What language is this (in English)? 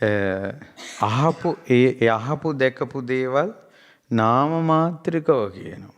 Sinhala